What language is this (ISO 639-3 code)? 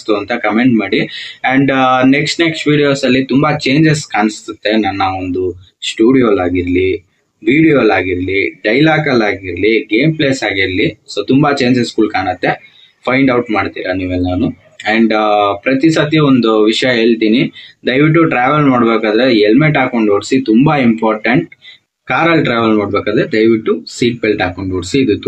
kan